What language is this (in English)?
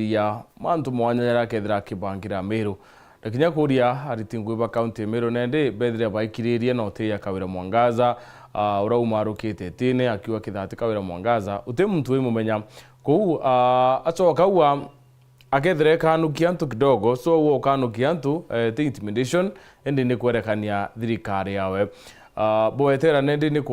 Meru